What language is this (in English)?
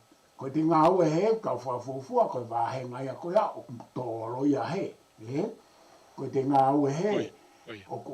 Tongan